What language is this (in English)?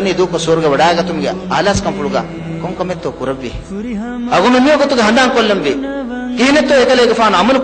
Divehi